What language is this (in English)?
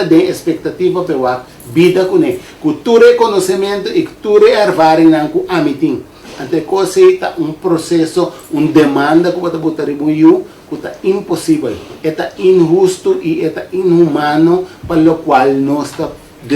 Papiamento